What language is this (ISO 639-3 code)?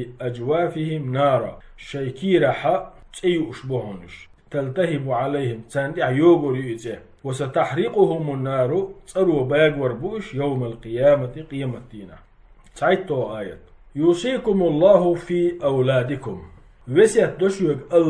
che